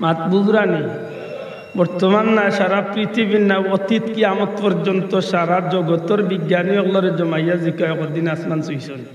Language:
Sylheti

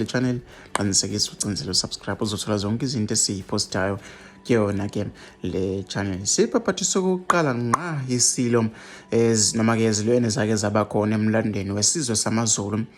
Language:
Zulu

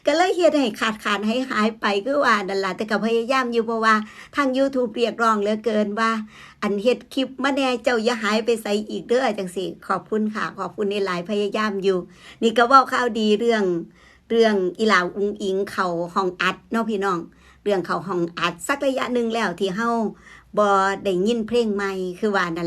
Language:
Northeastern Thai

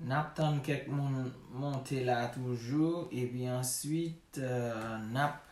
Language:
Haitian Creole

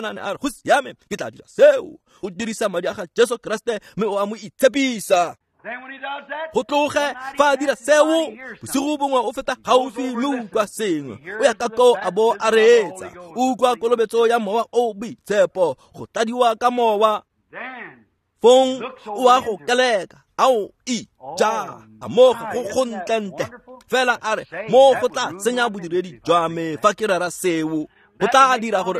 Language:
Tswana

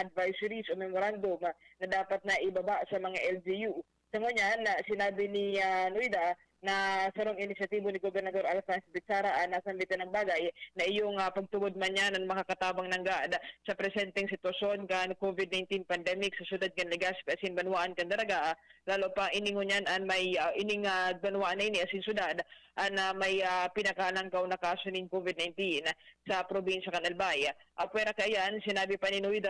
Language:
Bikol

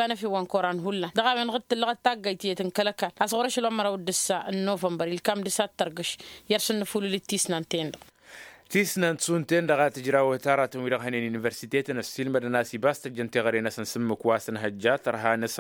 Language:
Tamasheq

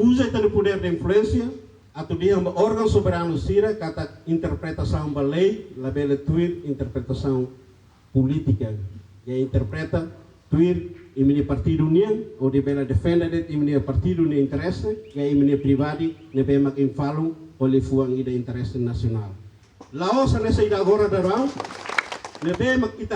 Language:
Tetum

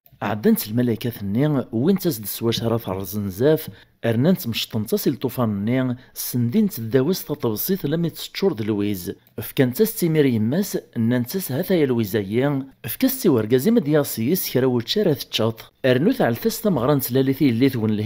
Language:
Kabyle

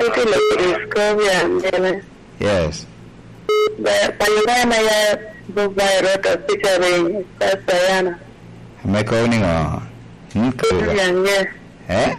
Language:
Lango (Uganda)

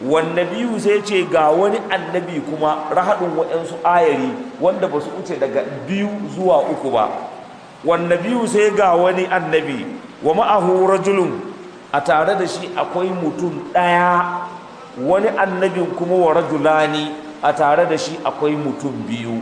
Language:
Hausa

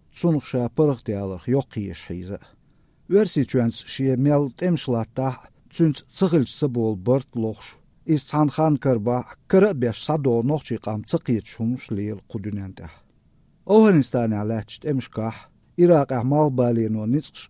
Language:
Chechen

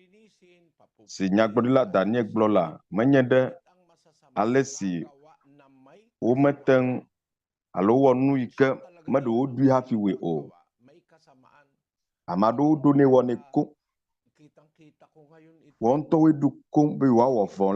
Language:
Ewe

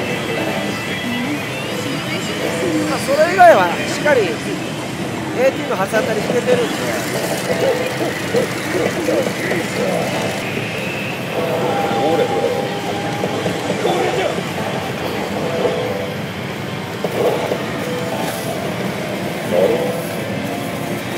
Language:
Japanese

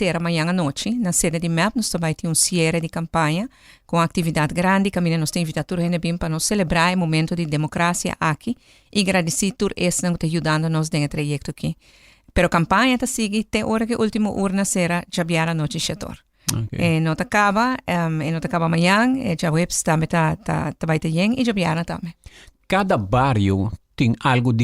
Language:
Papiamento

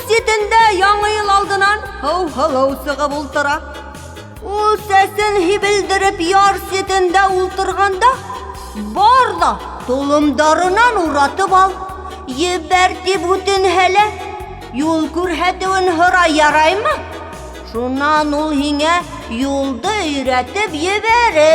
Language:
Bashkir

